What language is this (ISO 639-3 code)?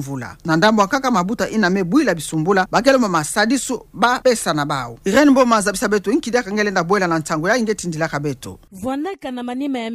ktu